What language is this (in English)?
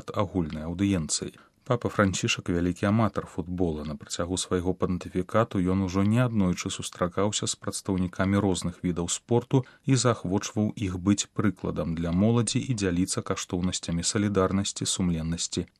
Belarusian